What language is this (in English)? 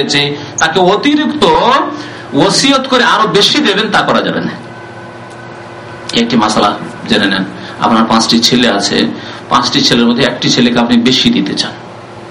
Bangla